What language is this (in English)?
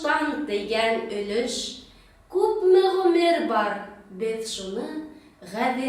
Bashkir